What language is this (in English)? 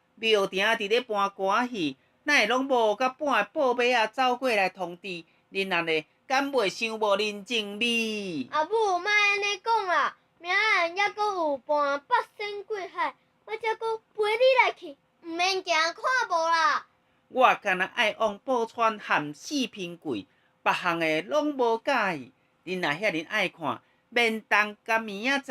Min Nan Chinese